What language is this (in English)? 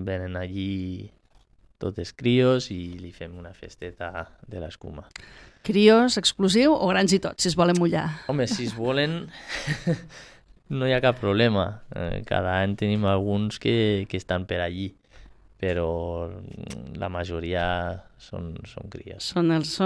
Catalan